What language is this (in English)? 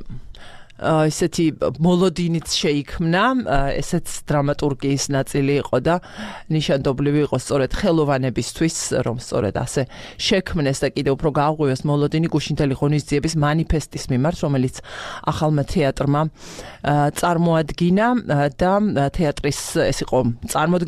Georgian